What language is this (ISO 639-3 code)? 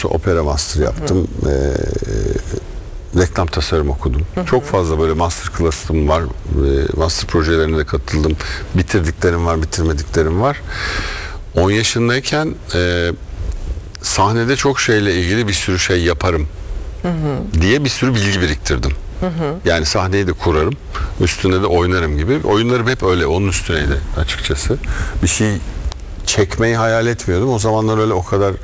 tur